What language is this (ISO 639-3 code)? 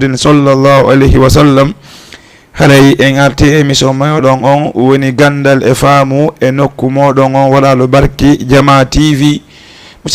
ful